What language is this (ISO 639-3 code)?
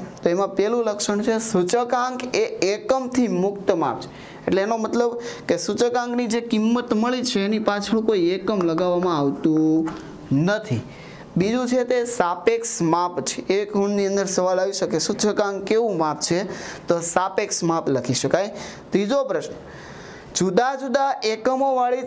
guj